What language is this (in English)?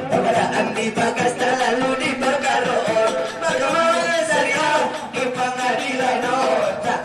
Batak Angkola